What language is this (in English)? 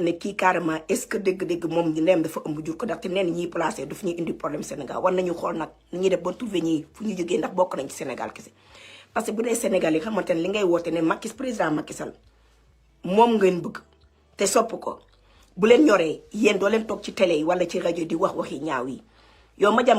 Wolof